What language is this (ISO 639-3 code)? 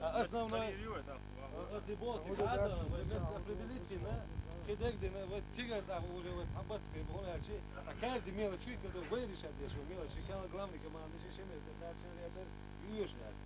che